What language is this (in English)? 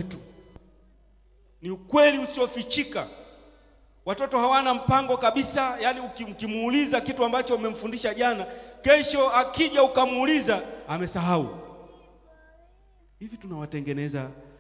Swahili